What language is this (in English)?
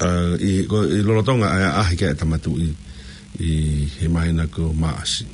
Tongan